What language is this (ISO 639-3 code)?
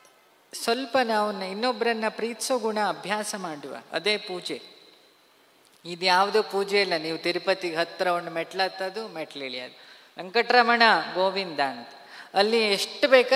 kan